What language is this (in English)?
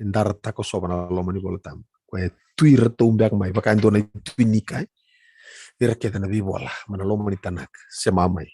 Fijian